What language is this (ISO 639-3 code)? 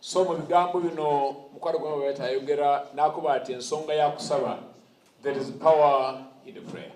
xog